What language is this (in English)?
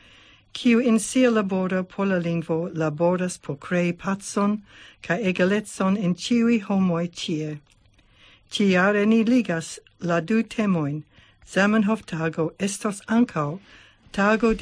Esperanto